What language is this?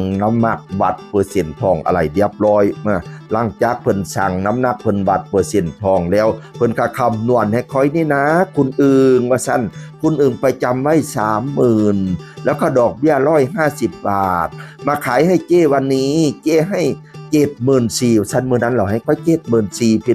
Northeastern Thai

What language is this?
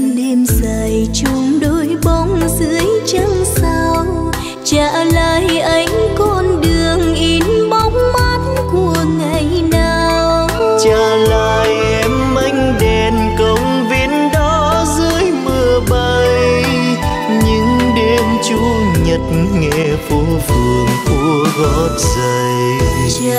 Vietnamese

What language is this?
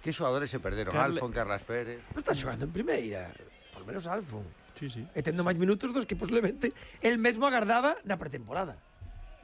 Galician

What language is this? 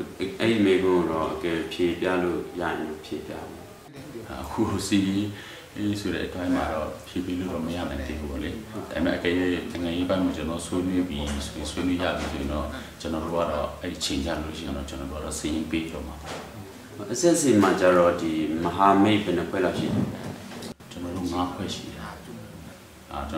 Burmese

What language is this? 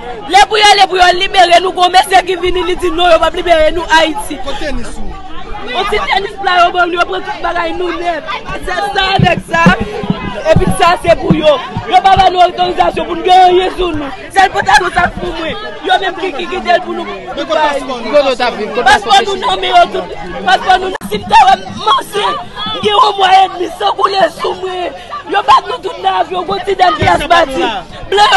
Haitian Creole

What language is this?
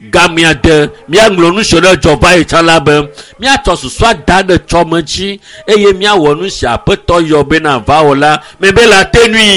Ewe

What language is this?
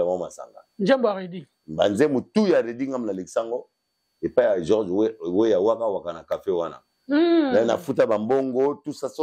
Lingala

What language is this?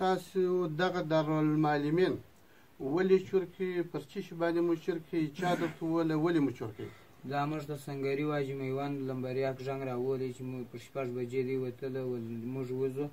Pashto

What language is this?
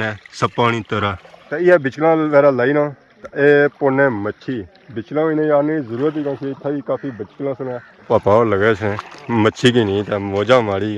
Pahari-Potwari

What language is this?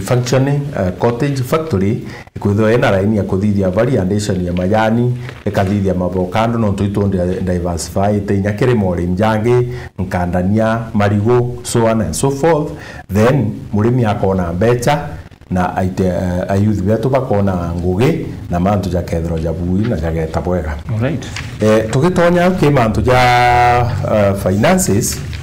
Meru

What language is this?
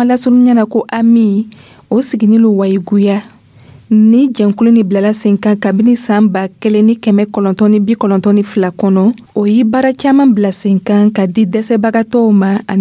Dyula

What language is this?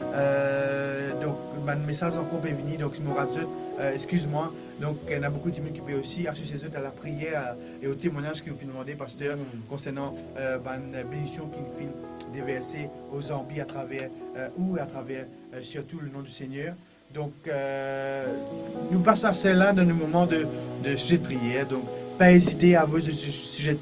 Morisyen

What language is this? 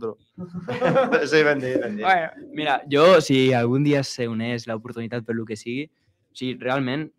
Catalan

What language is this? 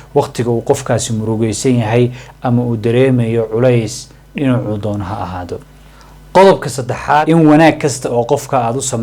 Somali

